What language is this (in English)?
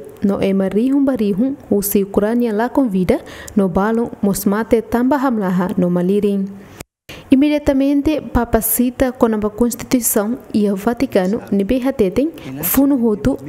Tetum